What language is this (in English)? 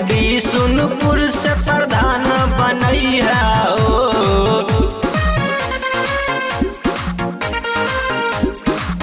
Bhojpuri